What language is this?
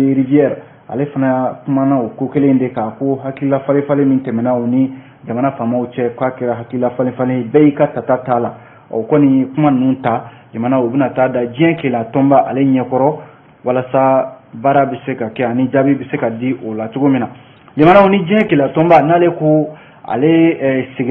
Bambara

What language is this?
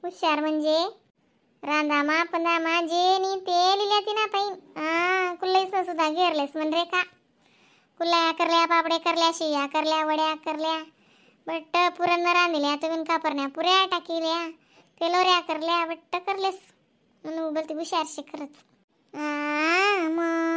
Khandesi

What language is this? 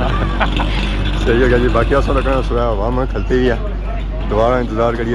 Pahari-Potwari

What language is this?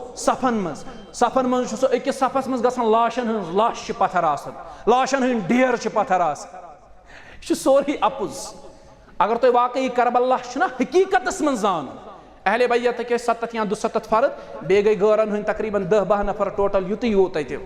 Kashmiri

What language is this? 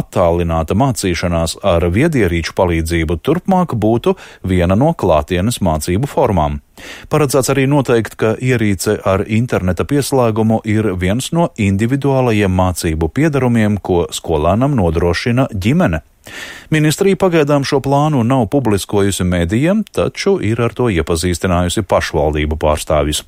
Latvian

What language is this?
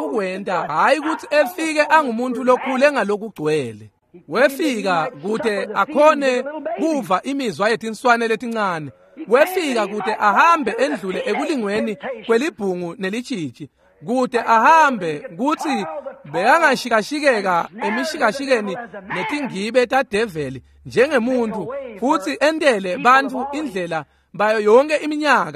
Swati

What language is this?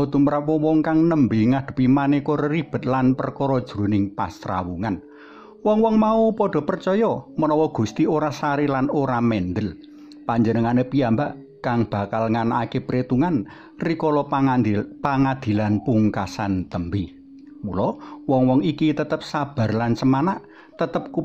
Javanese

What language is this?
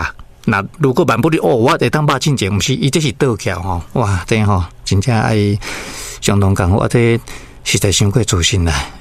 Min Nan Chinese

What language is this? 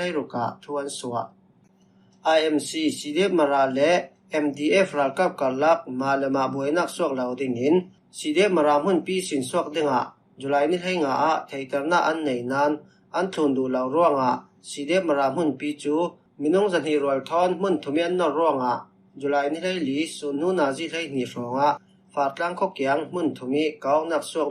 Falam Chin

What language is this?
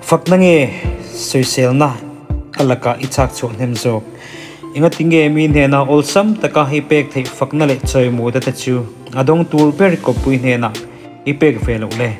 Mizo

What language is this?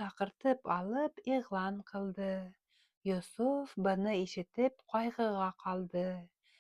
Bashkir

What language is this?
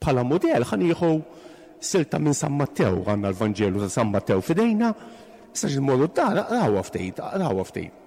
Maltese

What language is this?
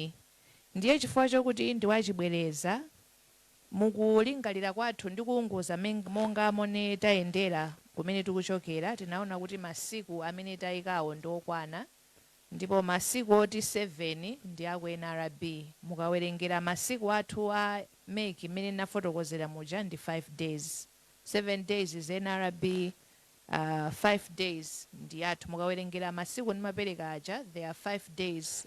Nyanja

